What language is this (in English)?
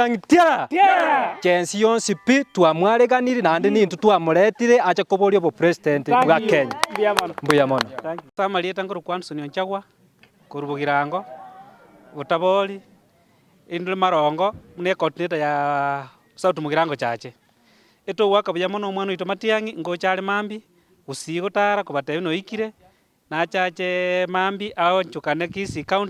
Gusii